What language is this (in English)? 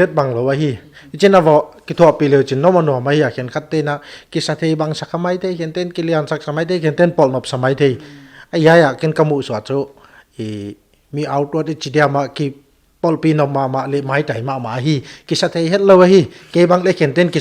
Paite Chin